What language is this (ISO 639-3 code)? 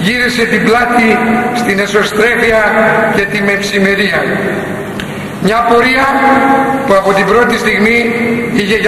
ell